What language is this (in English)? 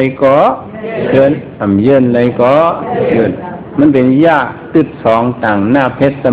Shan